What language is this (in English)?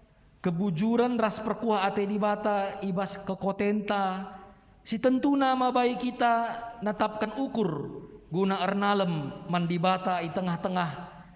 Batak Karo